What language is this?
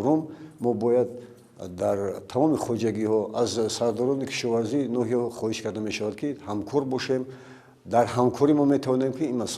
Tajik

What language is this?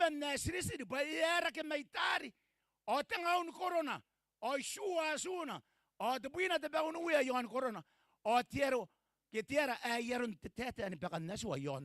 Gilbertese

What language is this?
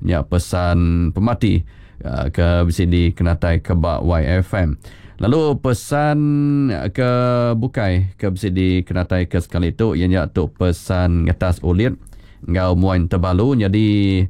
Iban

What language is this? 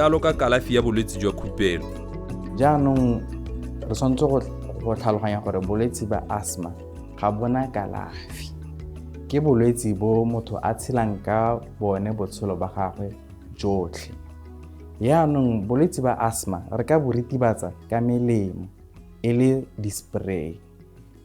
Tswana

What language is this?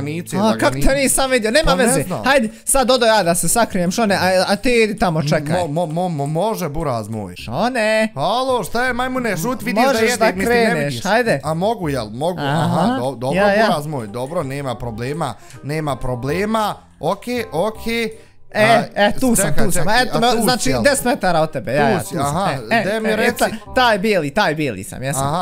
Bosnian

